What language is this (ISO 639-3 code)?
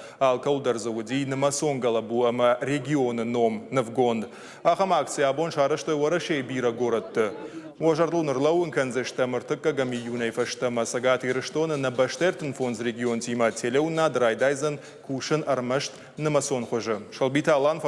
oss